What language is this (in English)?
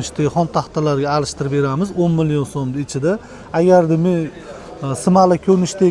Uzbek